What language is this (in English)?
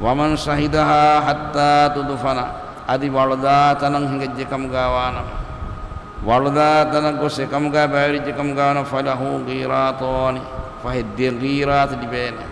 Divehi